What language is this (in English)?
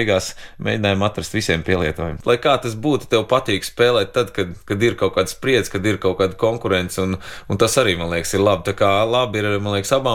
Latvian